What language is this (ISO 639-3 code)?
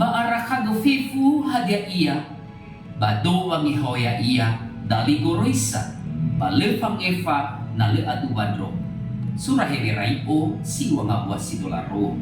nia